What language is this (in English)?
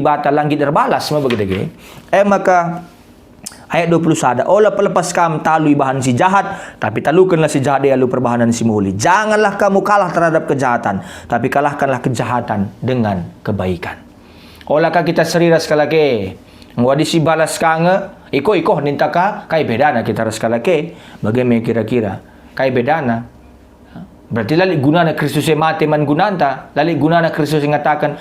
Batak Karo